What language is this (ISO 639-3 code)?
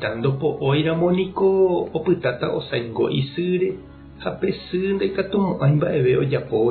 grn